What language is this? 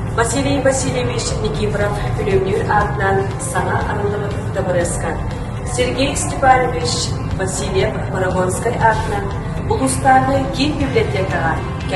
Yakut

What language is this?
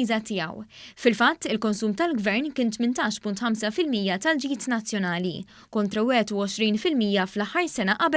Maltese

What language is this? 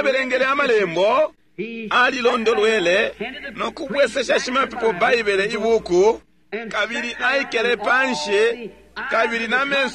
Bemba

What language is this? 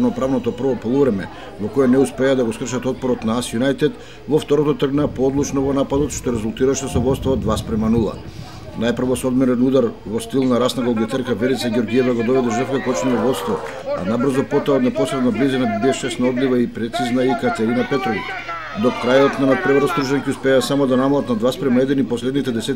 Macedonian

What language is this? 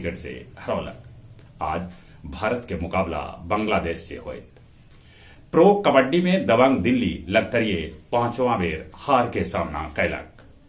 Magahi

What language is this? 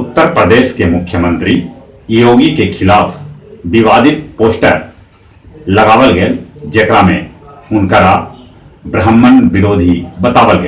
Magahi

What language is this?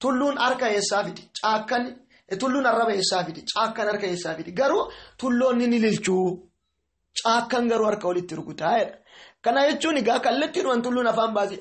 Oromo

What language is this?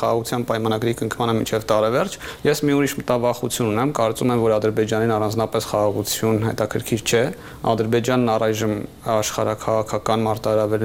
Armenian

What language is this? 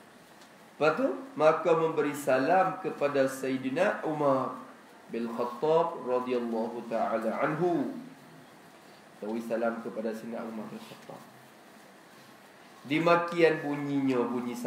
Malay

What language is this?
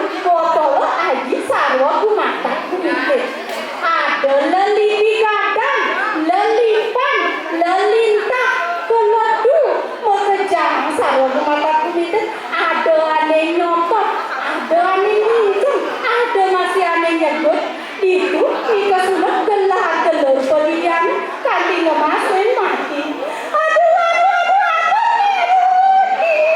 Balinese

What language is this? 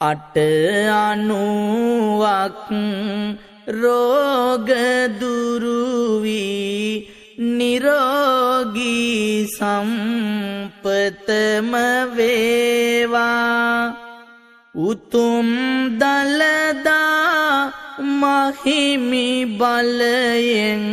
Sinhala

